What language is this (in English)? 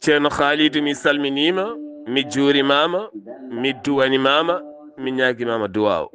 Fula